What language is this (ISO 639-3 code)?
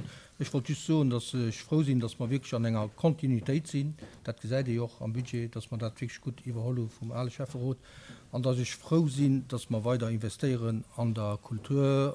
ltz